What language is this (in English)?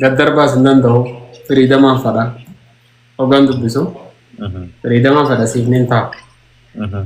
Oromo